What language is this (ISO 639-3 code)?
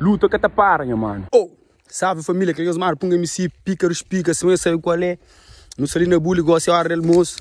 kea